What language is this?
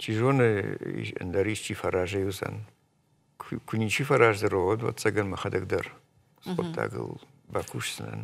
Ossetic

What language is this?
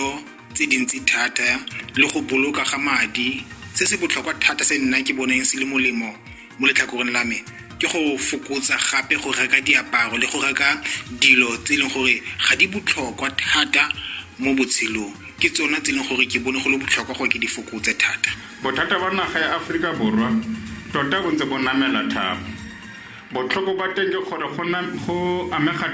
Tswana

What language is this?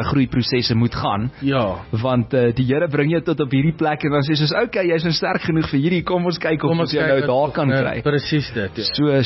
Afrikaans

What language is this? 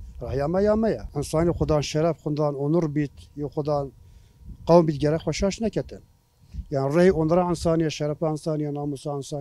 Kurdish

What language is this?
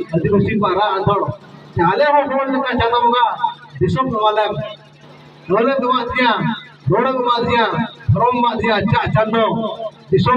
Santali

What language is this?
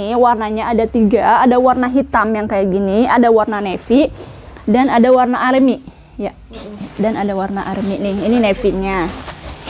Indonesian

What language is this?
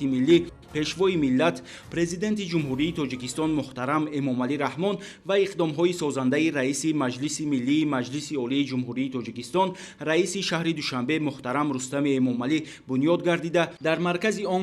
Tajik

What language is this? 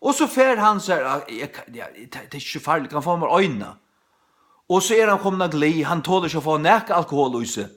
Faroese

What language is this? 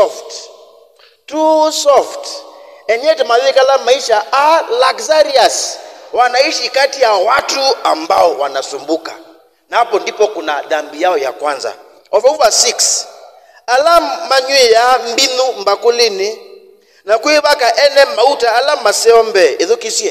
Kamba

